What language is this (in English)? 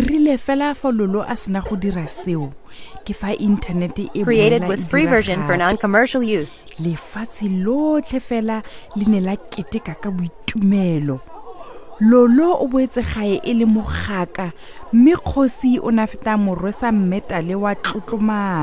Tswana